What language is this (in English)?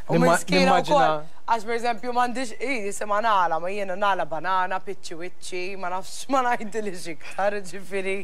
Maltese